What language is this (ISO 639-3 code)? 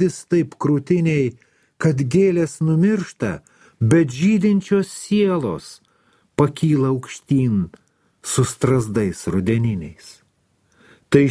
lit